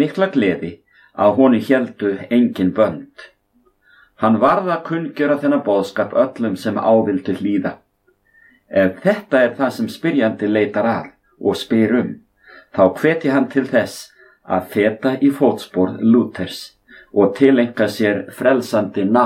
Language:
Icelandic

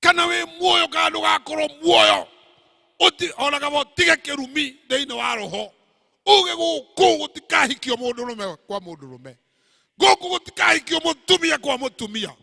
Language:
Kikuyu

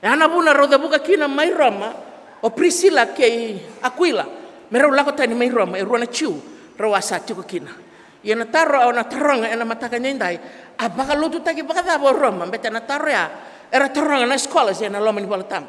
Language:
Fijian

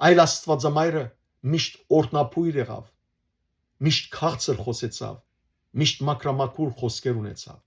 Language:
Western Armenian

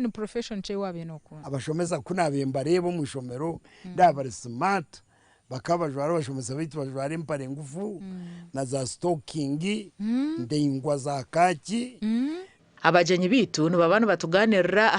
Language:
Nyankole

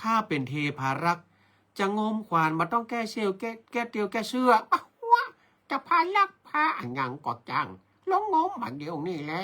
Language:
Northern Thai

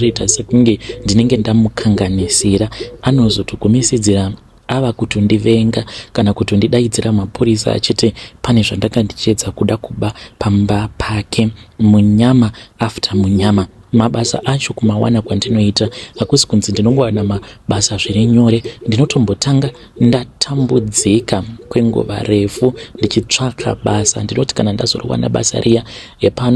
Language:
Shona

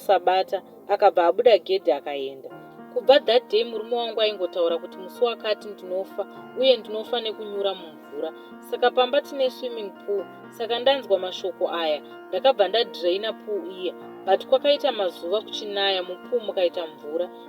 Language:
Shona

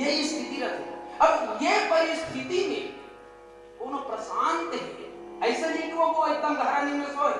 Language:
Chhattisgarhi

